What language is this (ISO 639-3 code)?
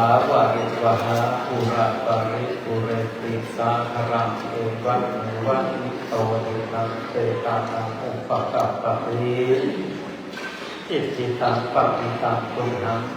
pli